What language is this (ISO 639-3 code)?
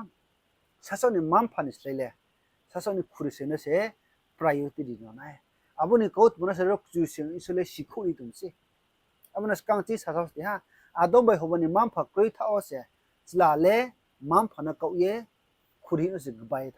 ria